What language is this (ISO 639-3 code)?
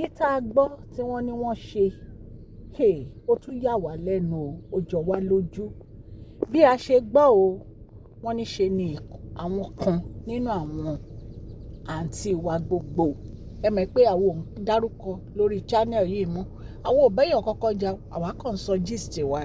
yor